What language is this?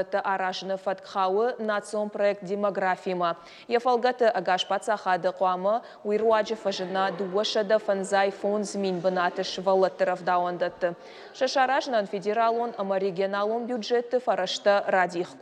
Ossetic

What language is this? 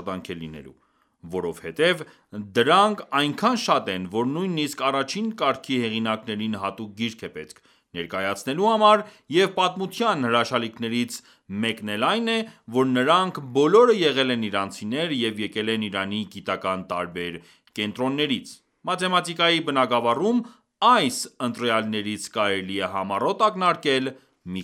Armenian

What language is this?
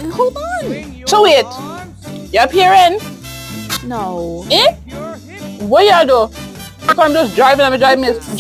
Jamaican Creole English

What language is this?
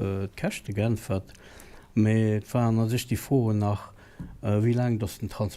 Luxembourgish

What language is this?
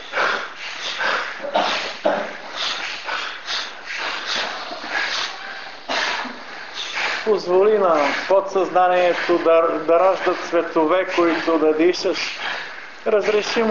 Bulgarian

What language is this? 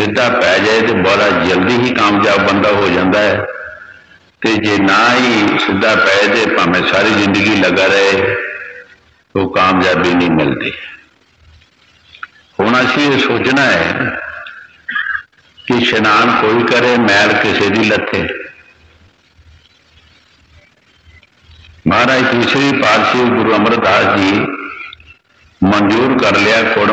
Punjabi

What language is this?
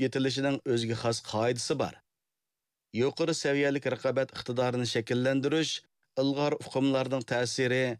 Uyghur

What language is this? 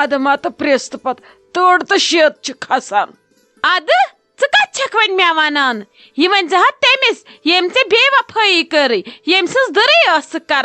Kashmiri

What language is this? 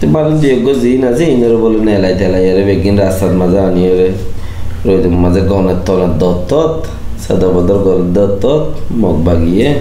Rohingya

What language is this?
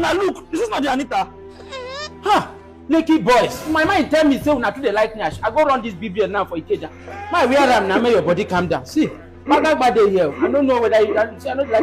Nigerian Pidgin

